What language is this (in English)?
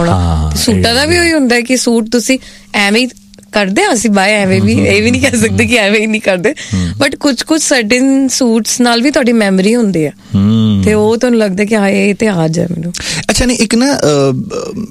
Punjabi